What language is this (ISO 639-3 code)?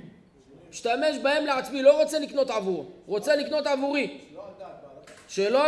heb